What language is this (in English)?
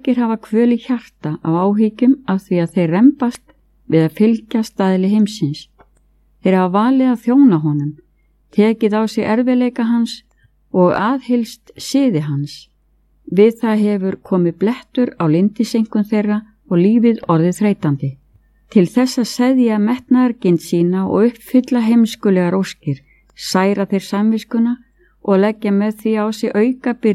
Icelandic